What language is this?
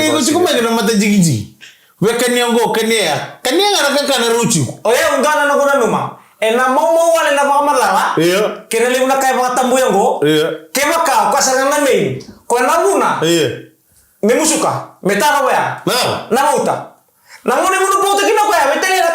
Fijian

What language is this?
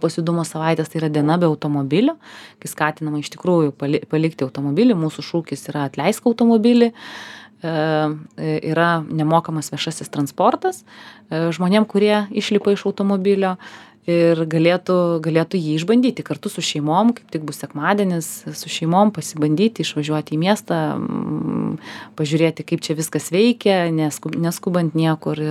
Lithuanian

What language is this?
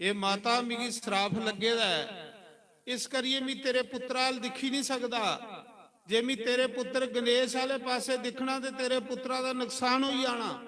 Dogri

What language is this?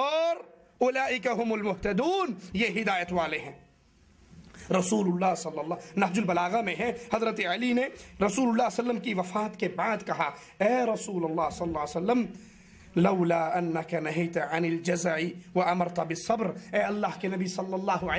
Urdu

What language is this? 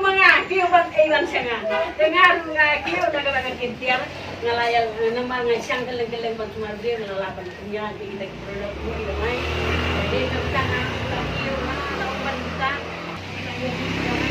Khasi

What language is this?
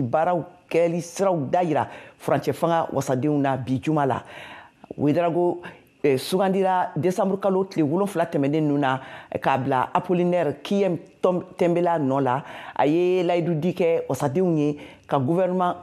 Bambara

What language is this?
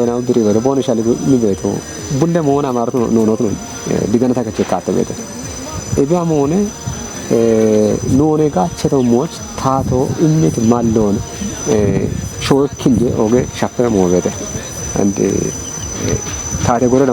Kafa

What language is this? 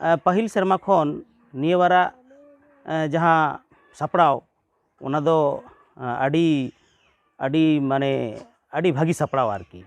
Santali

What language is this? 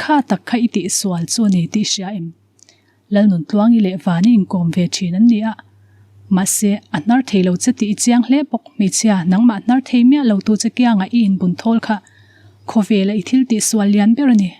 Mizo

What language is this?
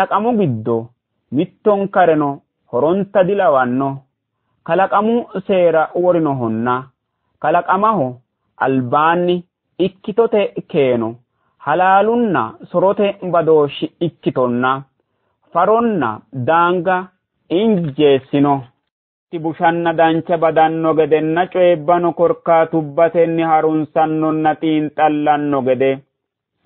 Sidamo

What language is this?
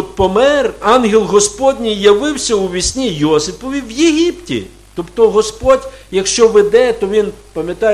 Ukrainian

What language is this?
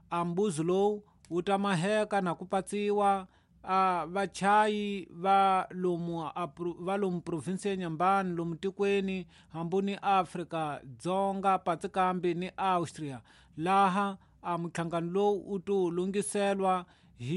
Tsonga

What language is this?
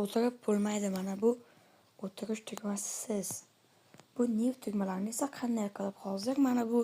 Uzbek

